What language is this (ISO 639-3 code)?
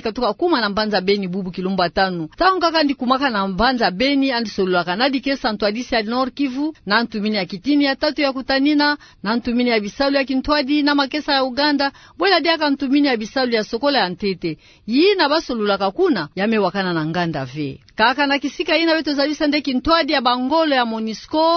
ktu